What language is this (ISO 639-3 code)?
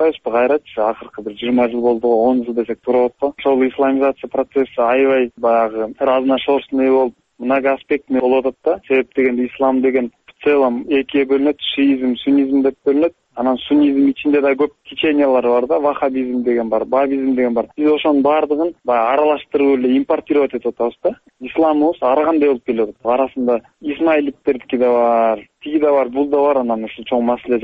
kir